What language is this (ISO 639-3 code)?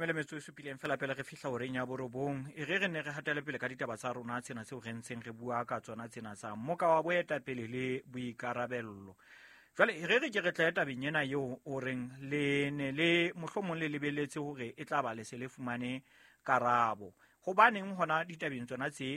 sot